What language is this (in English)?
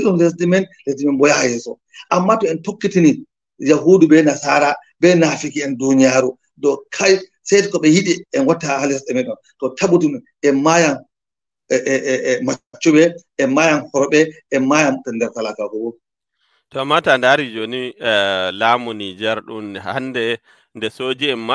Fula